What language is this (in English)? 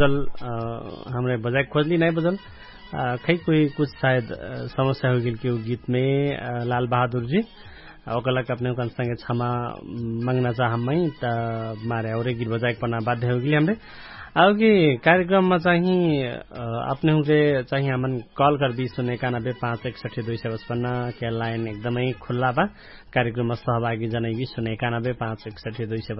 Dangaura Tharu